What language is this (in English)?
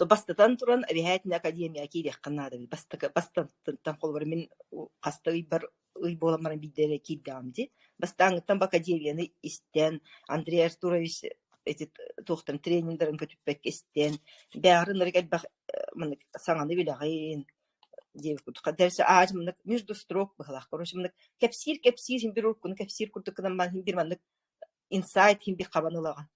Yakut